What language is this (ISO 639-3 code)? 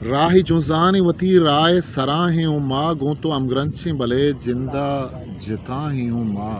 bgp